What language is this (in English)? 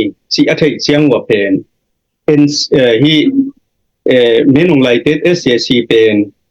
Tedim Chin